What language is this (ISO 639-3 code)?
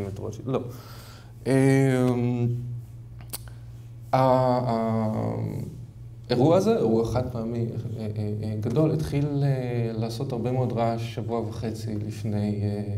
heb